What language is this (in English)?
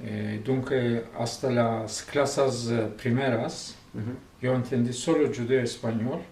Ladino